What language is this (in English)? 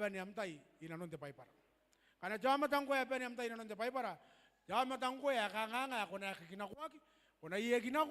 Gilbertese